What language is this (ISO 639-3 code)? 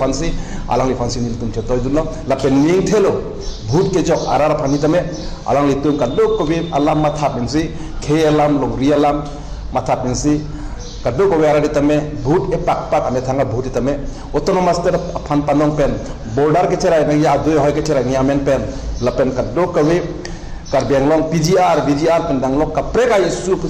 mjw